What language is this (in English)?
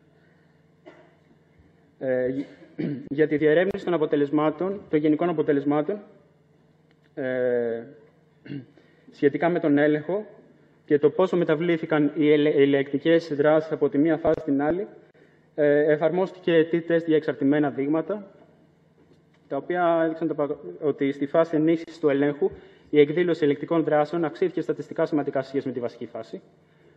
Greek